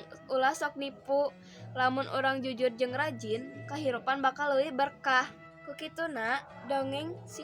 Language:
Sundanese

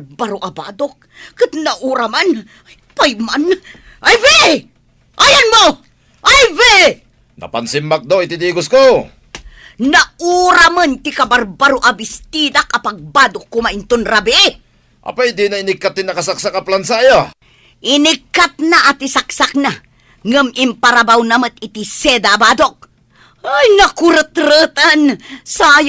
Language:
Iloko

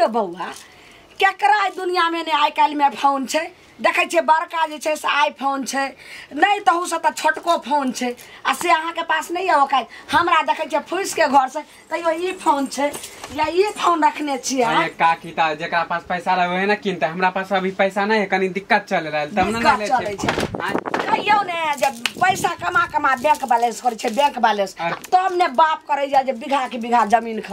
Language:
Maithili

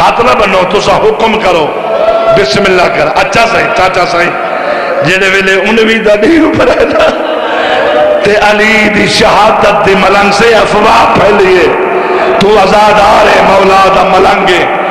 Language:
Saraiki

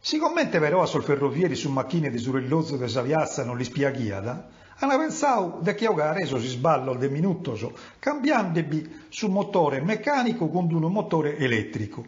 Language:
Sardinian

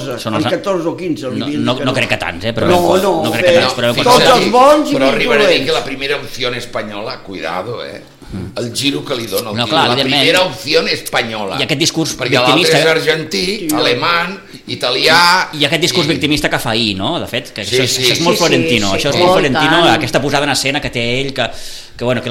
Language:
Catalan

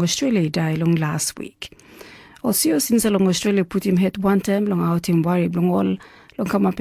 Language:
Tok Pisin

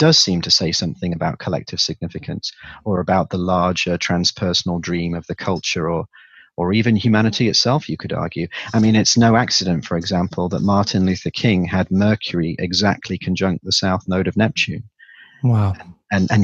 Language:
English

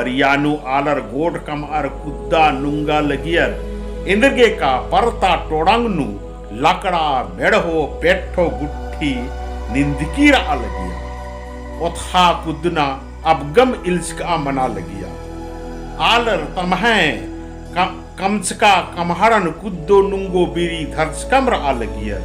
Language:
Kurukh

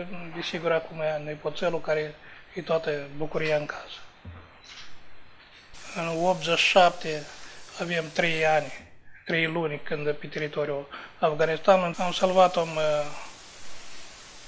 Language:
Romanian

